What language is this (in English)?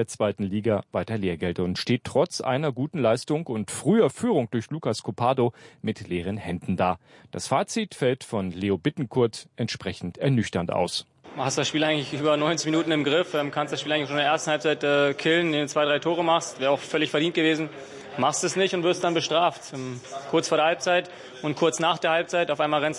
German